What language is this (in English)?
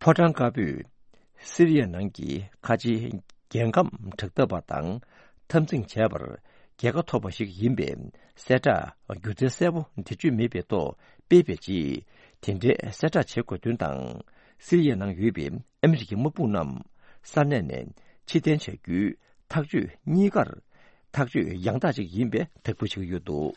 Tibetan